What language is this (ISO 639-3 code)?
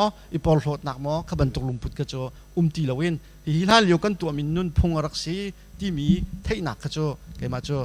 cnh